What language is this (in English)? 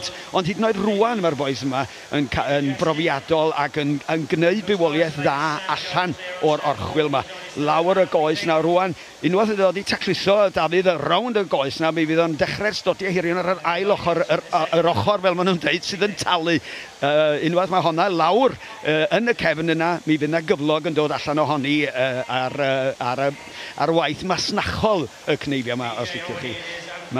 Welsh